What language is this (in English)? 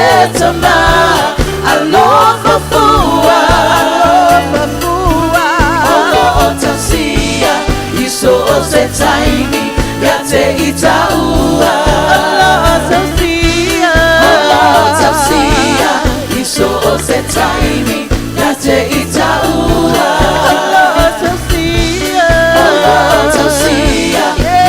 Samoan